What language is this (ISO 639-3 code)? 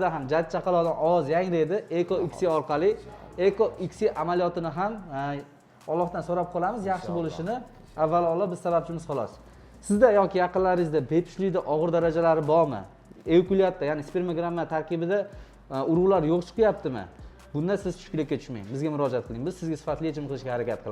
uzb